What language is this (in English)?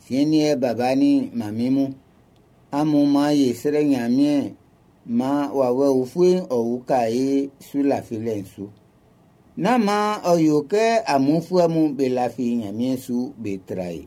Baoulé